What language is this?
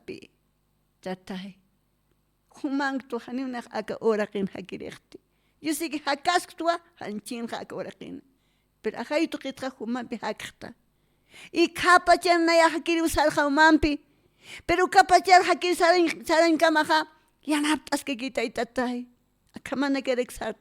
Aymara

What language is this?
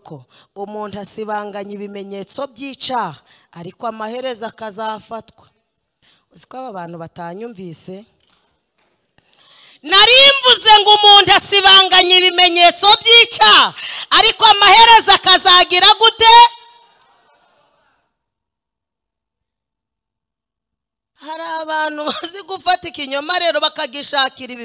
Kinyarwanda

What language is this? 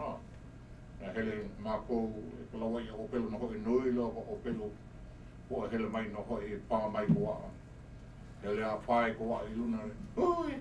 Hawaiian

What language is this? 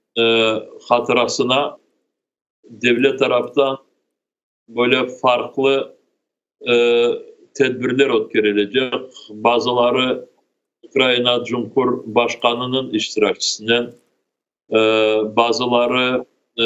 Crimean Tatar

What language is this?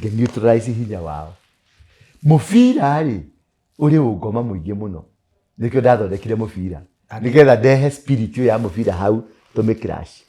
Kikuyu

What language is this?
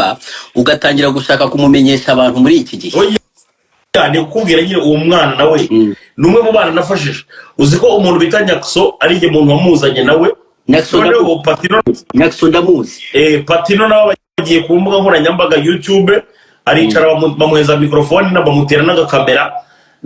Kinyarwanda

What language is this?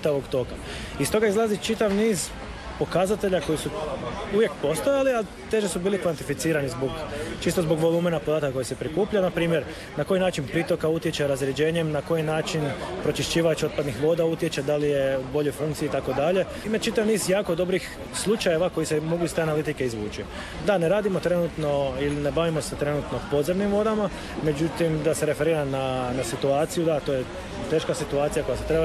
Croatian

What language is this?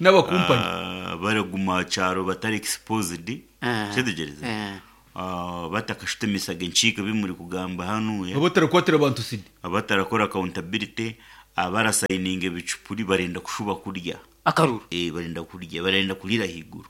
Nyankole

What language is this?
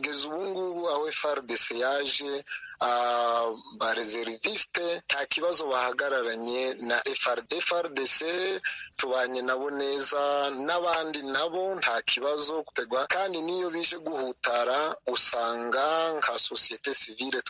Rundi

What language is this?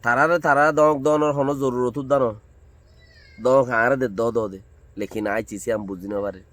Rohingya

